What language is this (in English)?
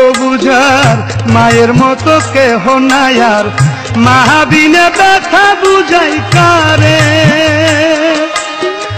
Bangla